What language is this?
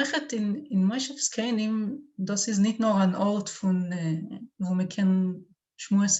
Yiddish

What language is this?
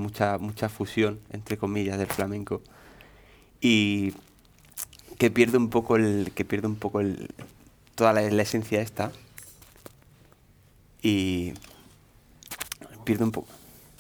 Spanish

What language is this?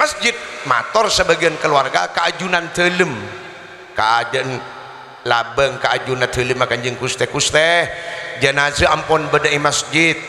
Madurese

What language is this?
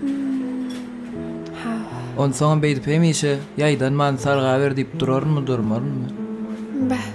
Turkmen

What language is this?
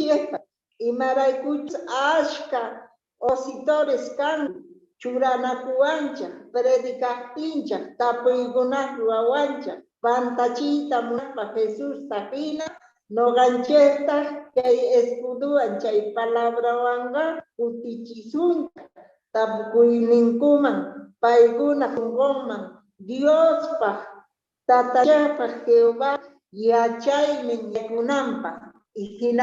South Bolivian Quechua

